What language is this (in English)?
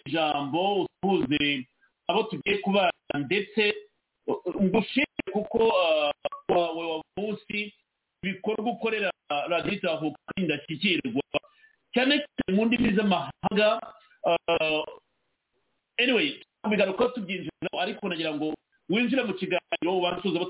Kinyarwanda